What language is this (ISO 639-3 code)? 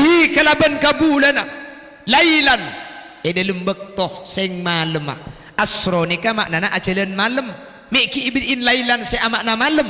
mad